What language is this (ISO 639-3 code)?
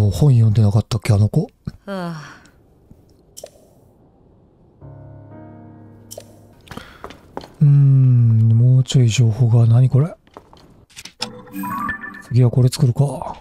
jpn